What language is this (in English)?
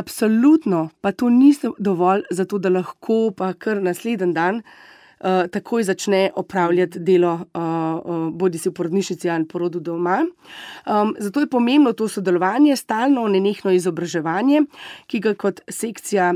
Slovenian